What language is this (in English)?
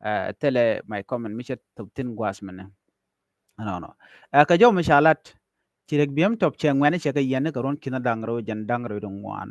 Nuer